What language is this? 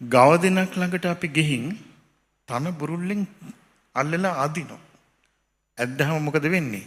Sinhala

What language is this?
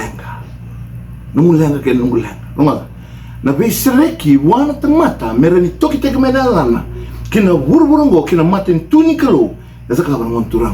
Fijian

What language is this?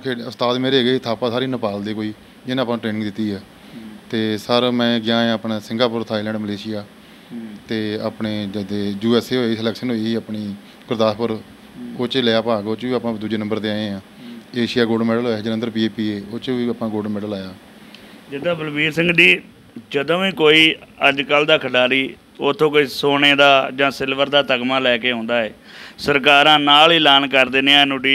Punjabi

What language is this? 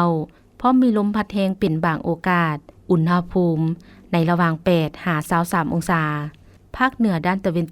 Lao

